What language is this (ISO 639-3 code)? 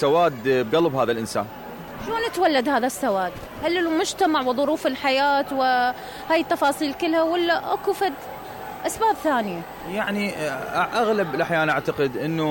acm